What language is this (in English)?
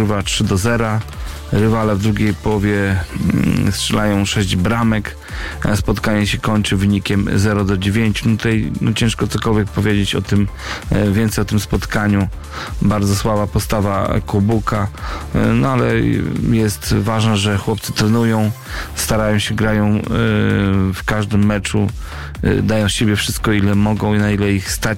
Polish